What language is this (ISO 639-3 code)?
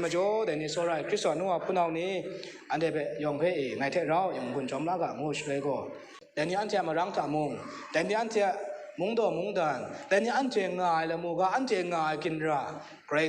kac